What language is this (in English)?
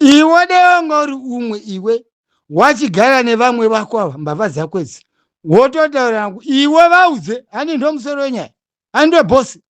Shona